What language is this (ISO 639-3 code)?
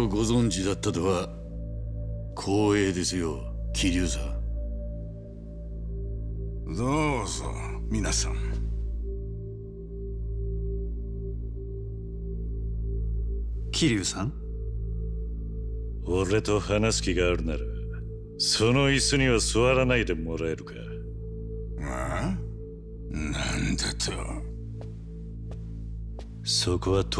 jpn